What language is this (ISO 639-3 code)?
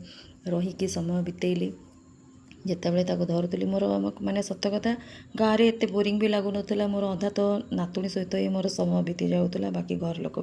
ori